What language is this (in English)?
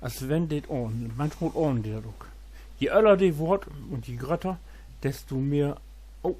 Low German